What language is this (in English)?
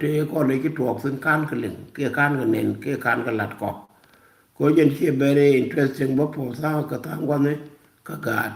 Nuer